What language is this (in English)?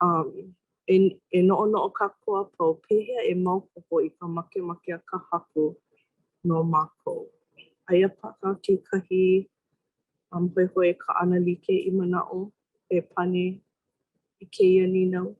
Hawaiian